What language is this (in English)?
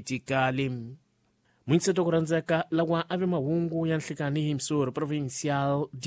Tsonga